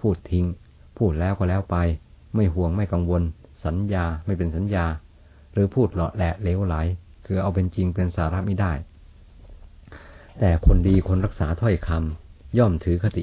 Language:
Thai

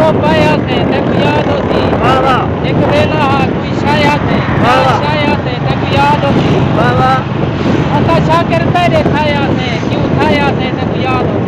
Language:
Saraiki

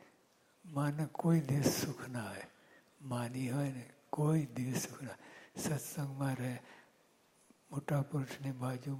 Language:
Gujarati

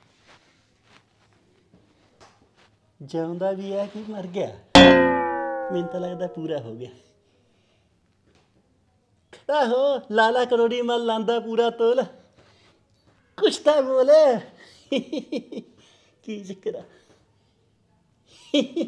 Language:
Punjabi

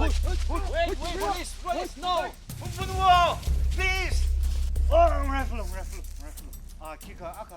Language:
Tangkhul Naga (India)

